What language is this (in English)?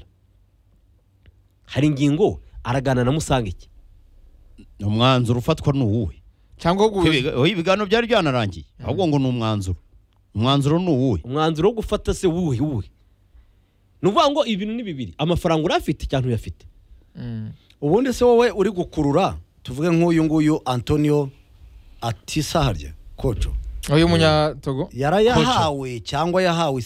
Kinyarwanda